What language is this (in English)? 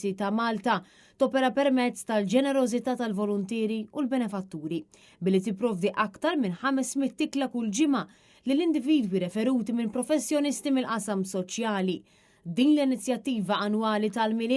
Maltese